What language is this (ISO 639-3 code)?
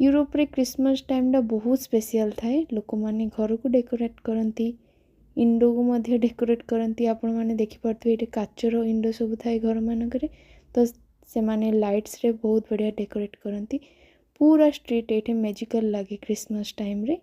ori